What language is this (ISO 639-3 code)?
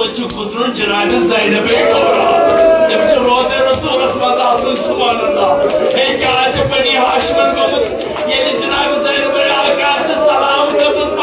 kas